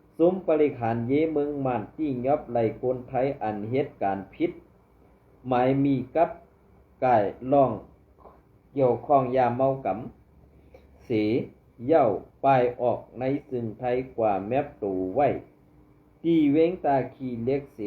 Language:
Shan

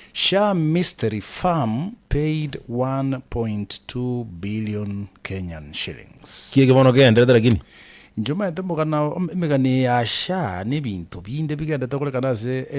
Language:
Gusii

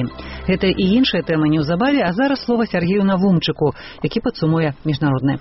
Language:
Belarusian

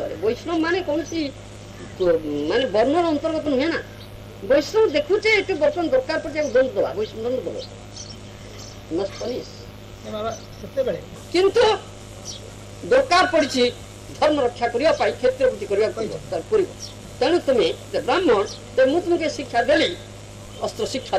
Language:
Odia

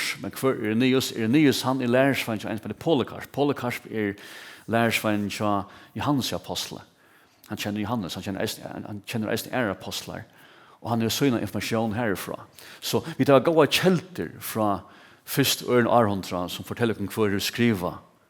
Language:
Faroese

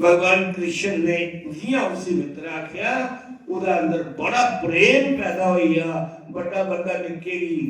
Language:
Dogri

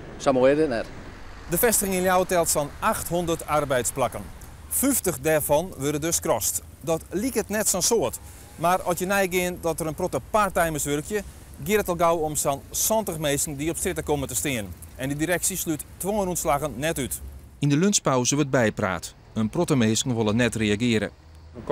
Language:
Western Frisian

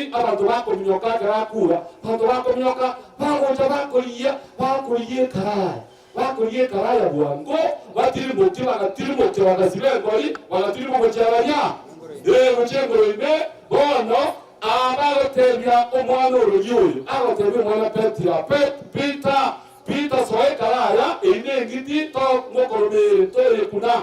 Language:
Gusii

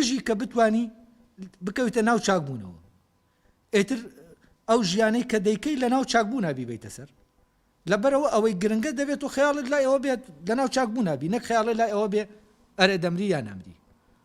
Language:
Central Kurdish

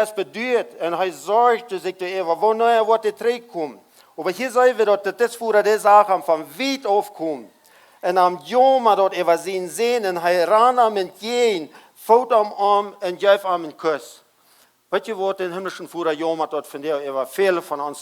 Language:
Plautdietsch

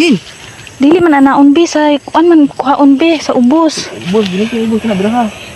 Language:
Cebuano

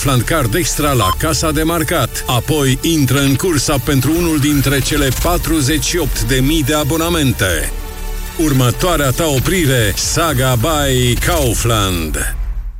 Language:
Romanian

